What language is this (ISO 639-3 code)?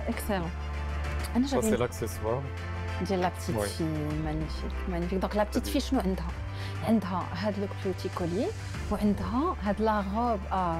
ary